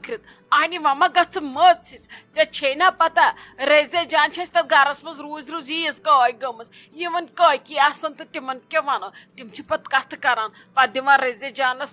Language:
Kashmiri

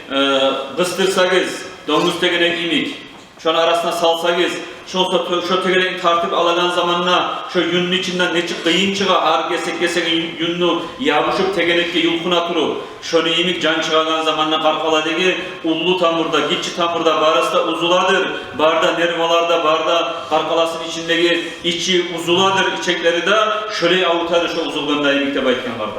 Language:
Kumyk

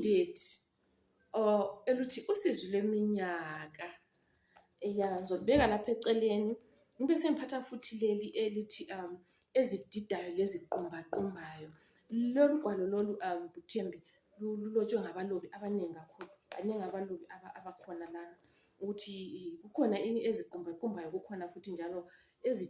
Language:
North Ndebele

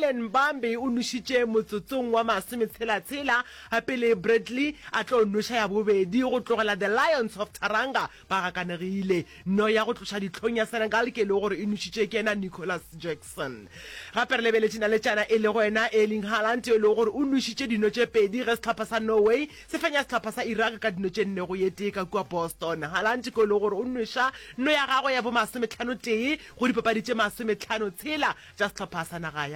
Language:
Northern Sotho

